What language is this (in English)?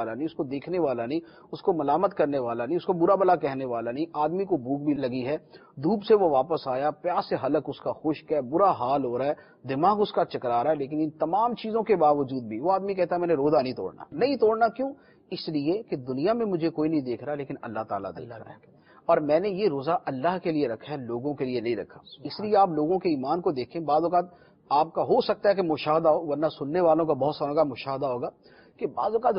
Urdu